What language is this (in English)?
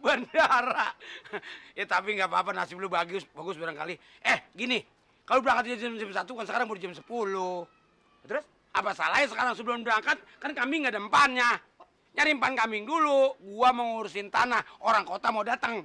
Betawi